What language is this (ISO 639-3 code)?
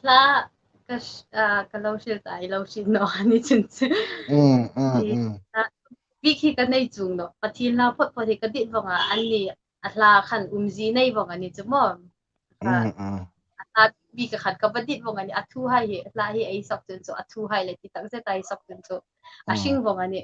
hmr